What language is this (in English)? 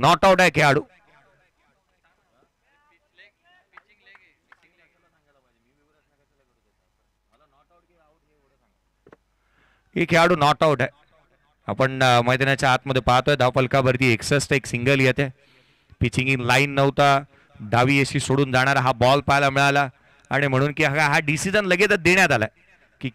Marathi